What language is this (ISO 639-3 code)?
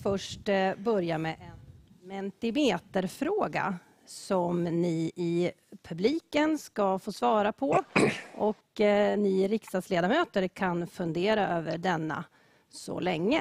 swe